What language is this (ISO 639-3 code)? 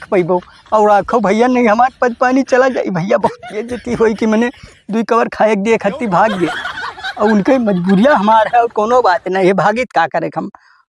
awa